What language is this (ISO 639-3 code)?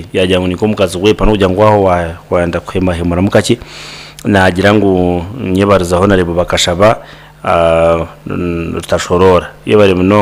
nyn